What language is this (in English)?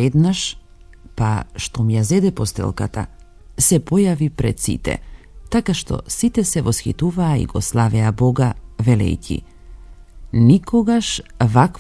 Macedonian